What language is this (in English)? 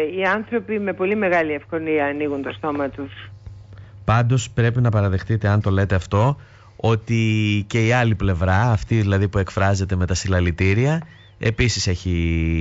Greek